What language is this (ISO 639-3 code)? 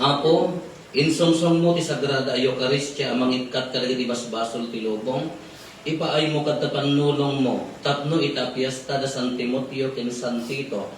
ilo